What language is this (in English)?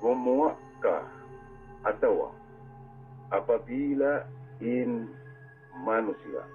Tausug